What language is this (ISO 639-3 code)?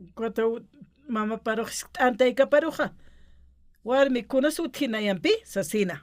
aym